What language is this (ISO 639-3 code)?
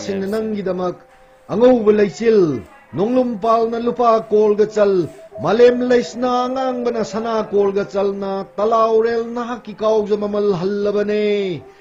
mni